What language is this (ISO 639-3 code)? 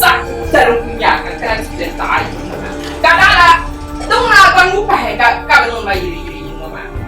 dag